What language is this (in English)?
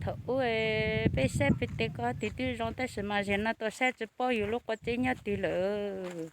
Hmong